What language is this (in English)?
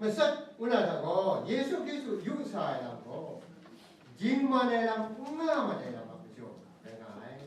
Kachin